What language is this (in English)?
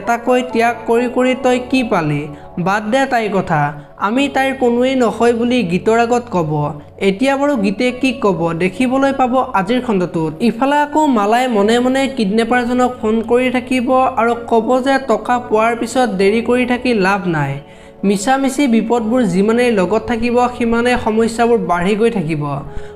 Assamese